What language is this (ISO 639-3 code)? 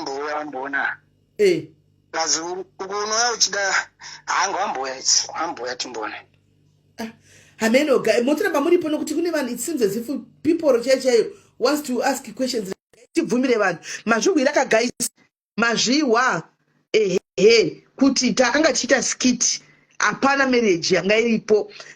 sna